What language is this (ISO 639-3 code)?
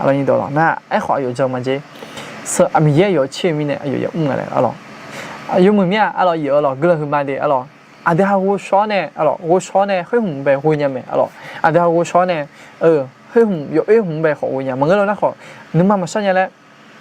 ahk